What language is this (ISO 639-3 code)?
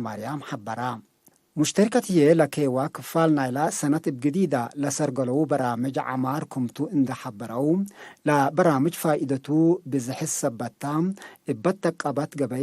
tig